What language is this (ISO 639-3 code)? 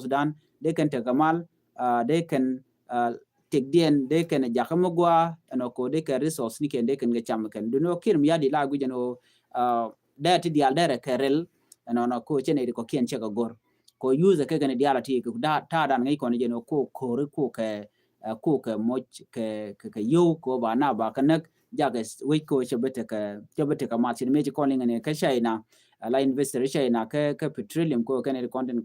nus